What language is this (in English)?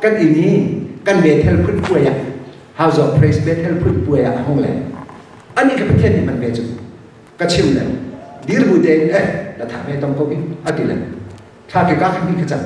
Hakha Chin